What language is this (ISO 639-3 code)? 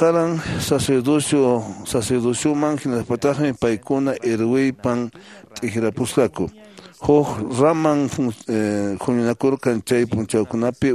que